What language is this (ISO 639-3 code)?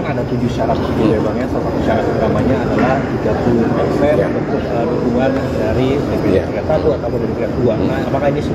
ind